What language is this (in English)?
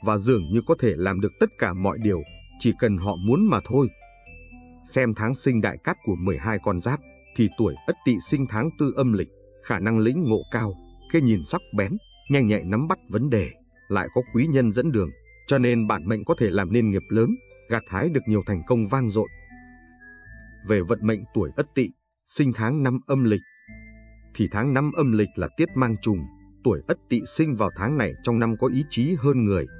Vietnamese